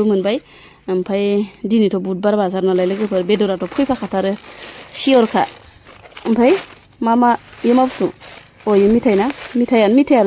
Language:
Bodo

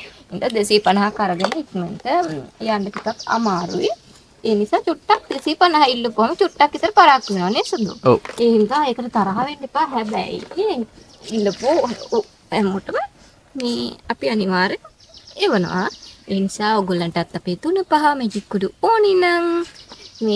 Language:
Sinhala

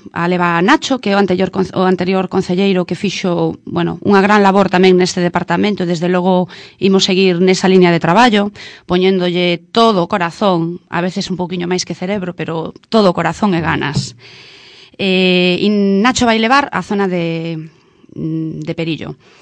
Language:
Galician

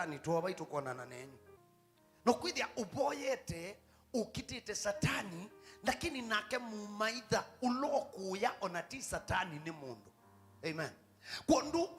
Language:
Kamba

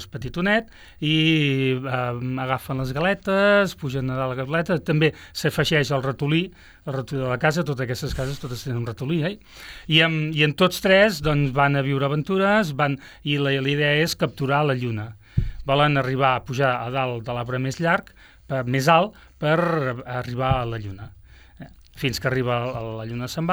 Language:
Catalan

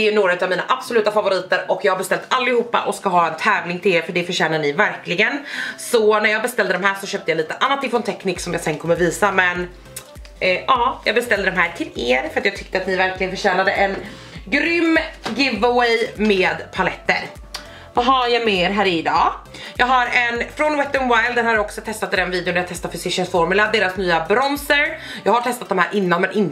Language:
Swedish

